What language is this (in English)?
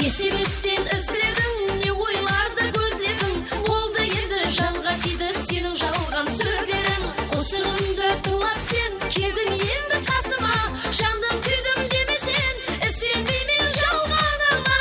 Kara-Kalpak